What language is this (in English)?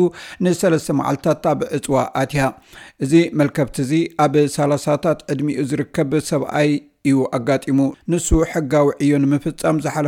Tigrinya